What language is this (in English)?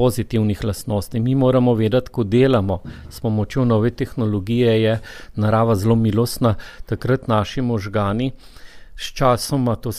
Slovenian